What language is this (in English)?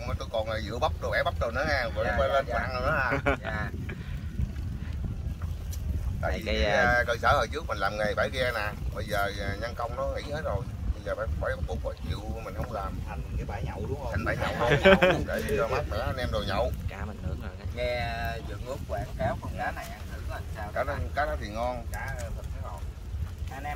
Vietnamese